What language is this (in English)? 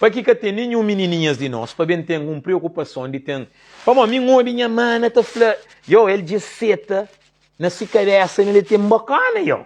Kabuverdianu